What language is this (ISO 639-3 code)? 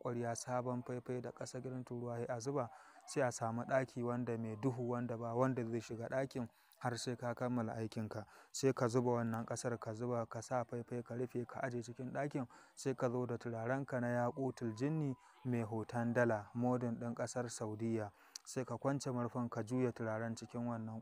hau